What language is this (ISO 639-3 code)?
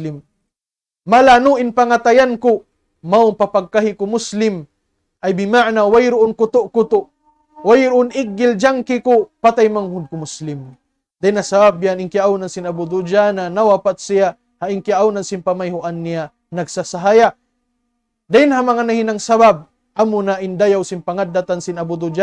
tsg